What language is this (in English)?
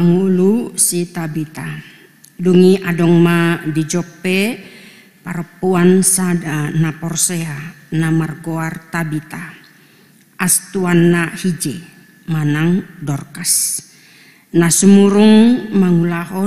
Batak Toba